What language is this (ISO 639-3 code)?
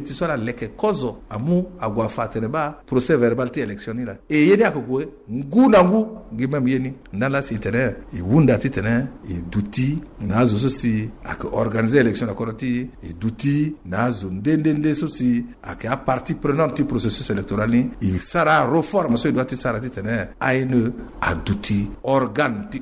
sag